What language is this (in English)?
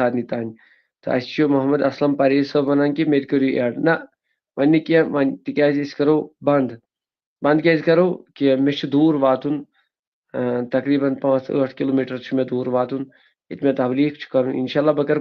Kashmiri